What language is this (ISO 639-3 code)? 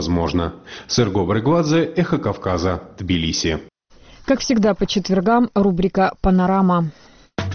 rus